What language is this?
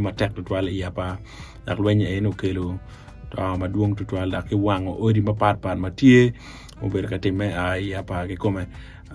Acoli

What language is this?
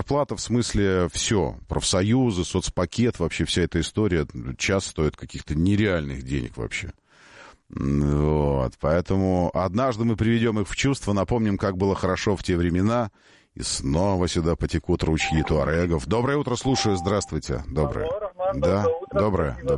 Russian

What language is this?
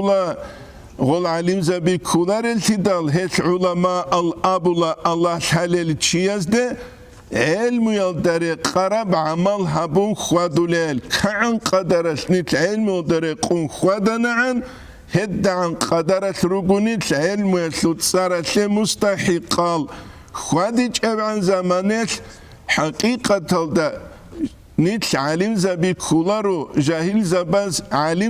Avaric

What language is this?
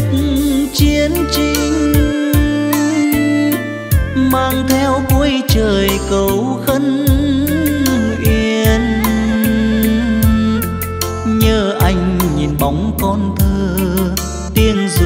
Vietnamese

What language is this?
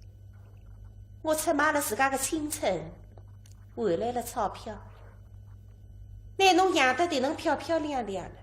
Wu Chinese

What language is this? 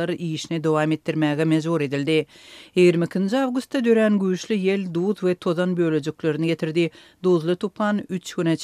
Turkmen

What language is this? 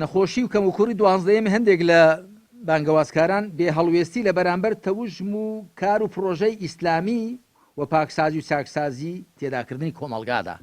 Central Kurdish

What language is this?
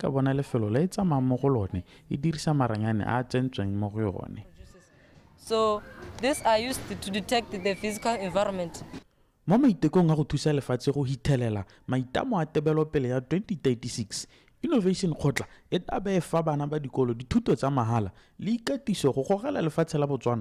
Tswana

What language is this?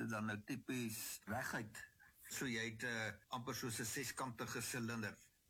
Afrikaans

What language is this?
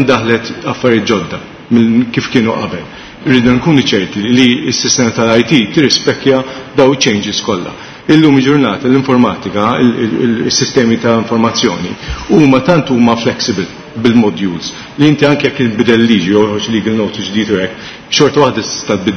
Maltese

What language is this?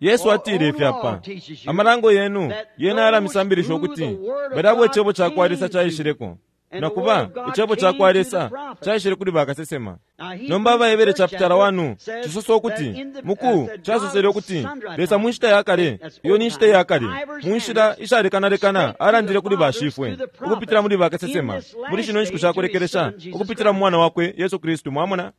Bemba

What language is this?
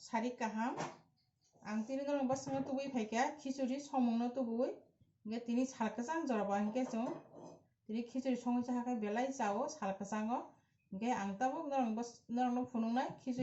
Kok Borok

